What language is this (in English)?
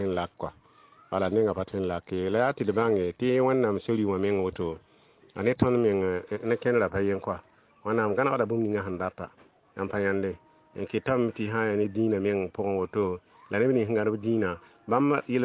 Mossi